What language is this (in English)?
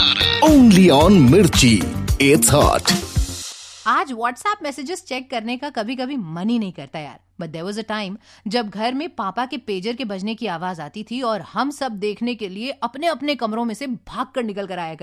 Hindi